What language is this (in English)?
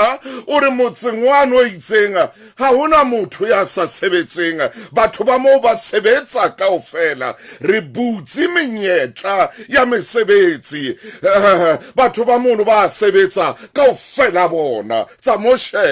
Southern Sotho